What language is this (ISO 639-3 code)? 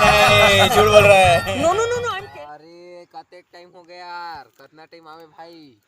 hne